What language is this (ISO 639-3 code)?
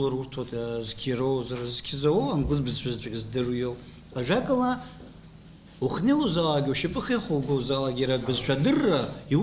abk